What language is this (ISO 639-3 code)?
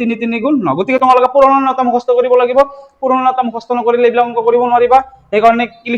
asm